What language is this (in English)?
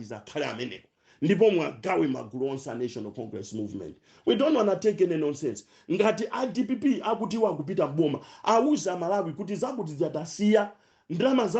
Nyanja